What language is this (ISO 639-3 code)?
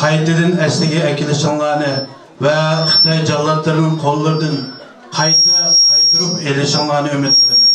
uig